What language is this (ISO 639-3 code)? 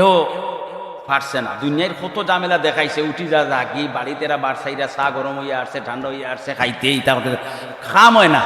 syl